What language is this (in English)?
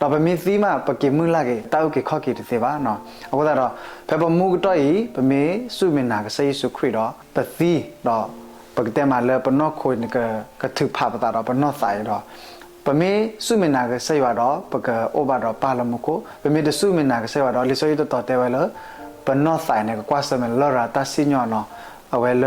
S'gaw Karen